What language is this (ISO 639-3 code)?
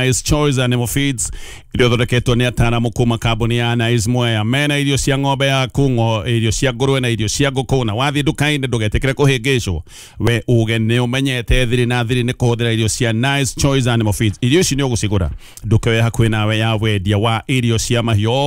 kik